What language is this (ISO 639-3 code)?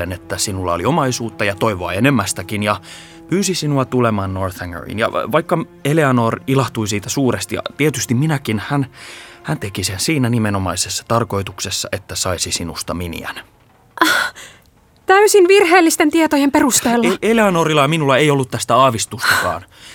fin